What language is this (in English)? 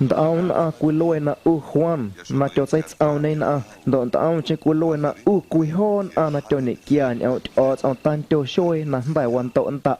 Guerrero Amuzgo